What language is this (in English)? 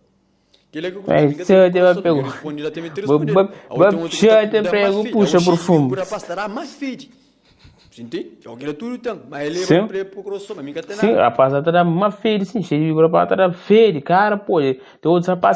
Kabuverdianu